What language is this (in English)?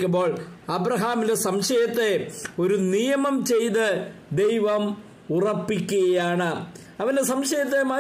Malayalam